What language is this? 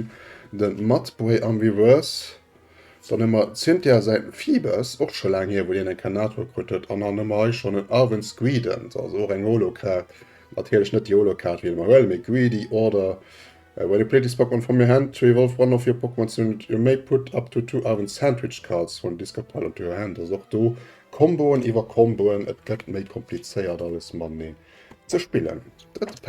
Luxembourgish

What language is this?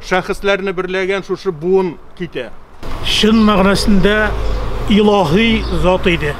Tatar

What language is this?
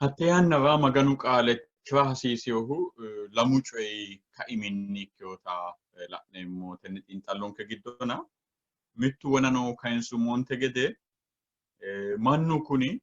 Sidamo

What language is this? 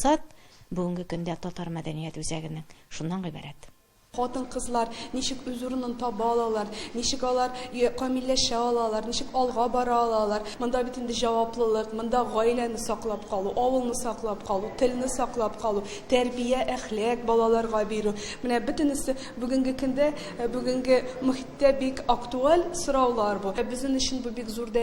Tatar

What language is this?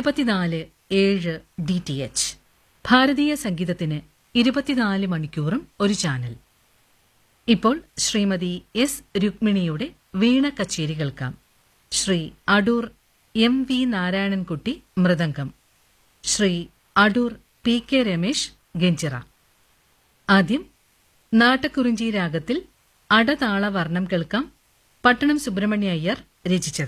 Malayalam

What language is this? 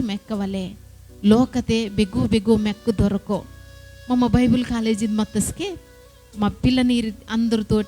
Koya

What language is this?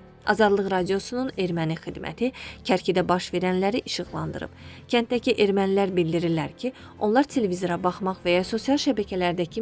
Azerbaijani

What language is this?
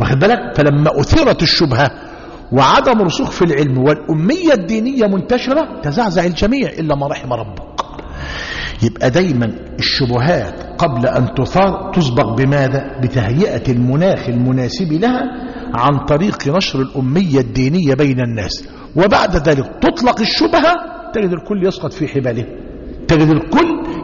Arabic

